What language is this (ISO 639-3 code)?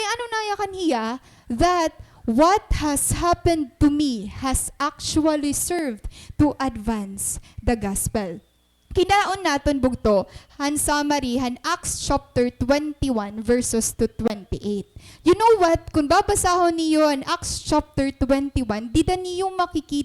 war